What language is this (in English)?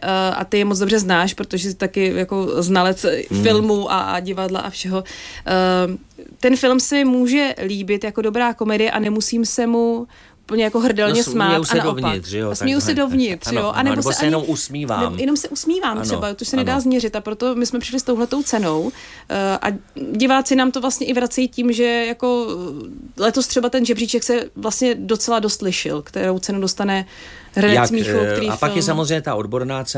Czech